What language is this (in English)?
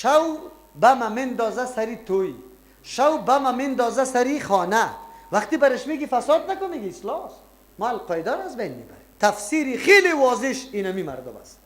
Persian